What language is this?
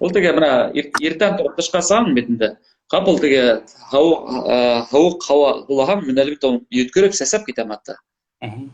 Bashkir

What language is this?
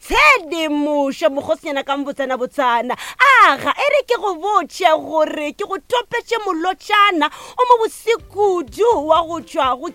Northern Sotho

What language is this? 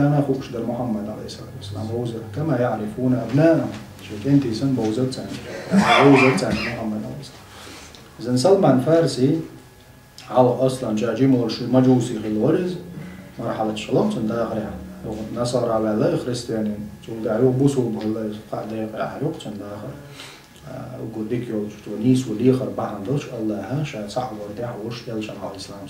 Chechen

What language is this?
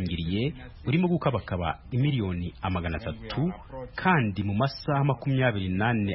Kinyarwanda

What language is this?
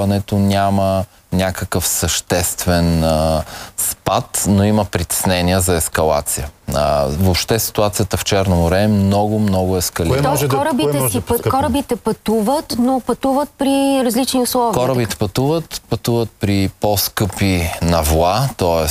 Bulgarian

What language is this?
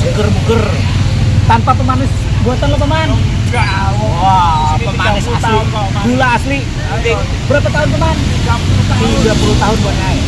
Banjar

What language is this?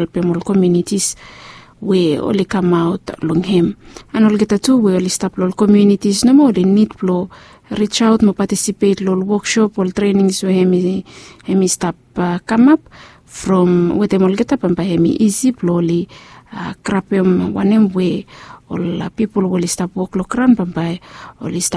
Bislama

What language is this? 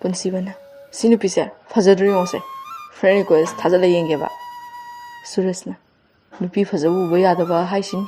Manipuri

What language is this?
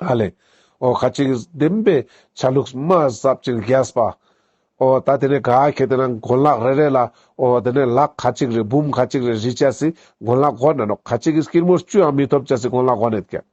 Ladakhi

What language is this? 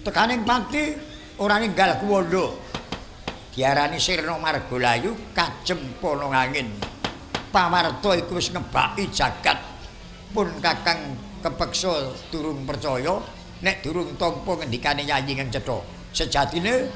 Javanese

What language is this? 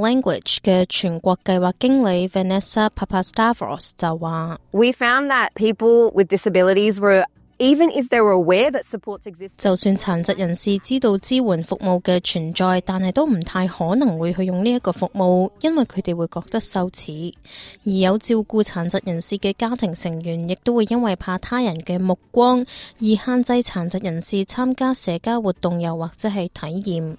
Cantonese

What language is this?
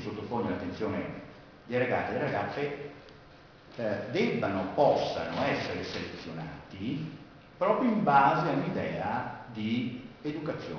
Italian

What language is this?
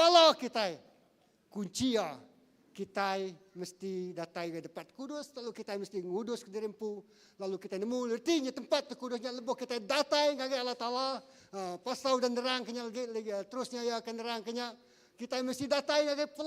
Iban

